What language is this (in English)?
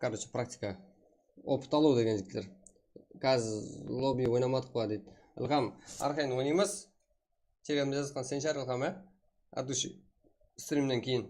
Kara-Kalpak